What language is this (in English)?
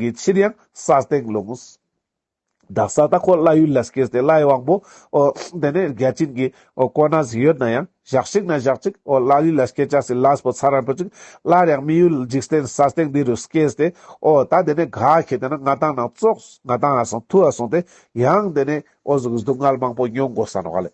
Ladakhi